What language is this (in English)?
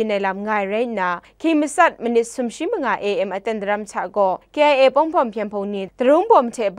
Kachin